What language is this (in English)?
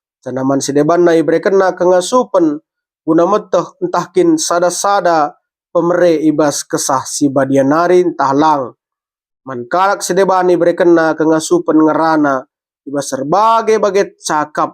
Batak Karo